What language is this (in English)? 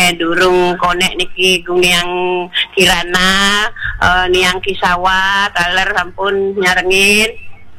Balinese